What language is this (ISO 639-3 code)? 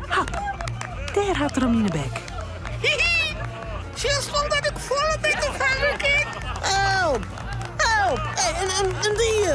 fry